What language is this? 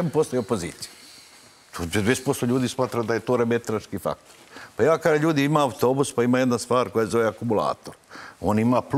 Serbian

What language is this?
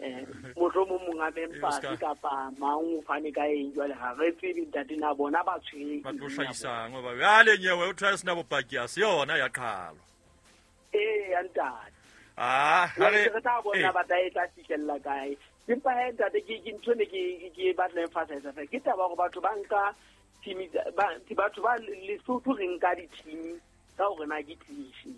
Southern Sotho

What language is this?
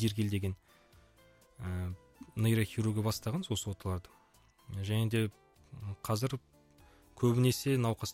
Kazakh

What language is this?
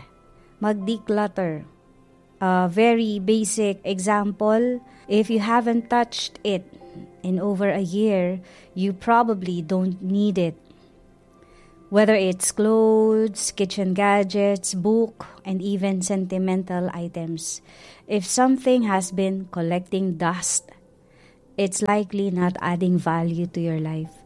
Filipino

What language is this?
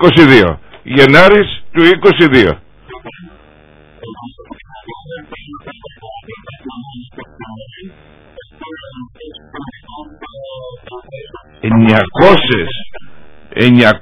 Greek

